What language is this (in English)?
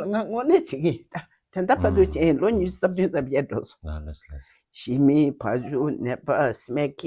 Tibetan